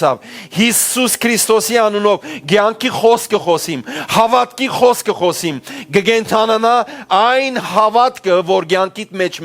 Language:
Western Armenian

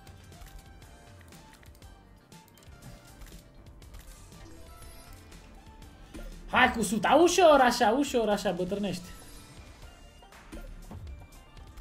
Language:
Romanian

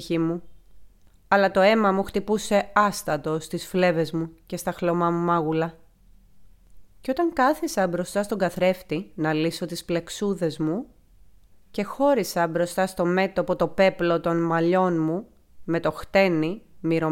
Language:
Greek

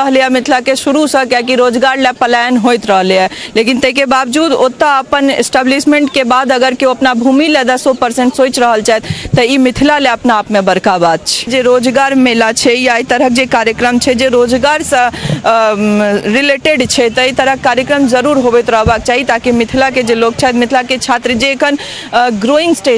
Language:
Maithili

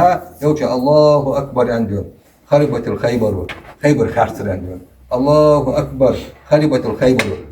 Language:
Ingush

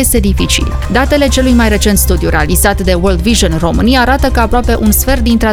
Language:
Romanian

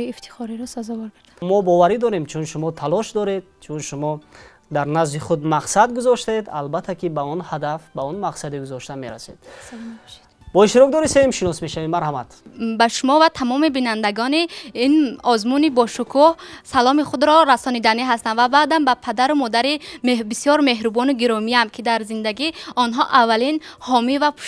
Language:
Tajik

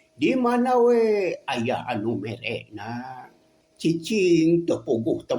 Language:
Sundanese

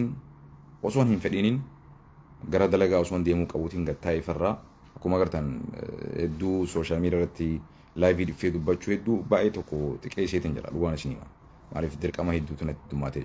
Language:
Oromo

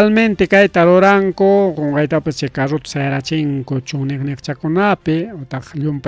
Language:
Ayacucho Quechua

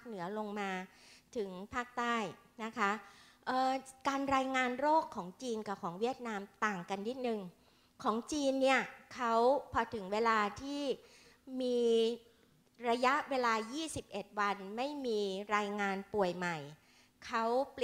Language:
Thai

